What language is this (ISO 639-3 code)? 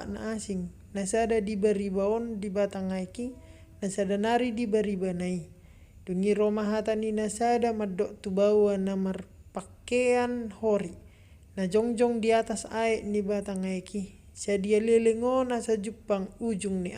bbc